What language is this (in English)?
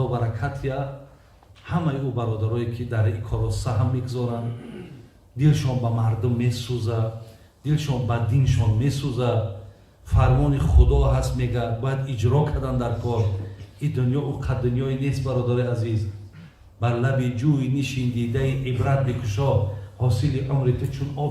Tajik